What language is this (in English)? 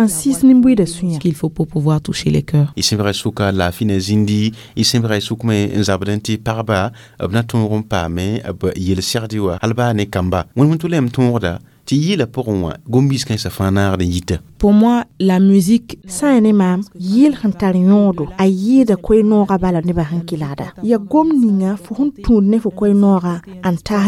Mossi